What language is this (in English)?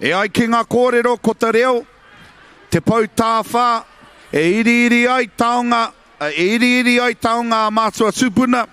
Māori